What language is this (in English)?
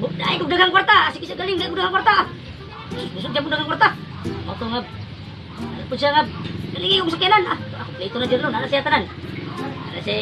Cebuano